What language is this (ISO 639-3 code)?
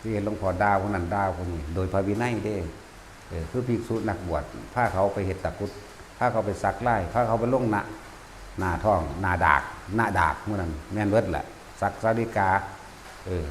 tts